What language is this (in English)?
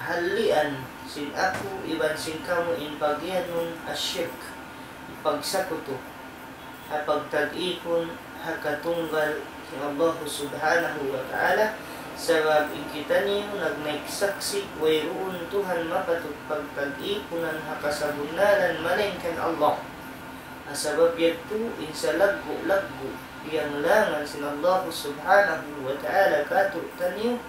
Tausug